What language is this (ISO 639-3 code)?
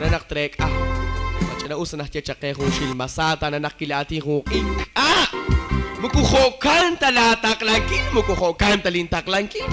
kek